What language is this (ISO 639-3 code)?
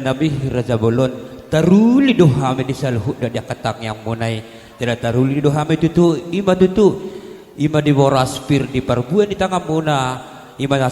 bbc